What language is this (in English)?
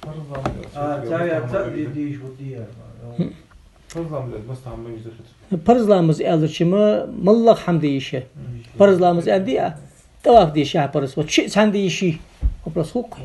Ingush